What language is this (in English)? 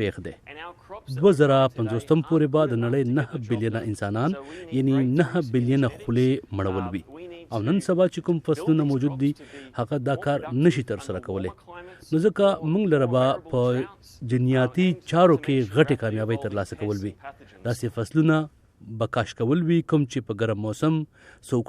Pashto